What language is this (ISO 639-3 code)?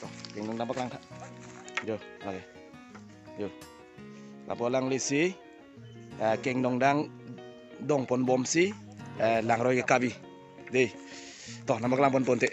mjw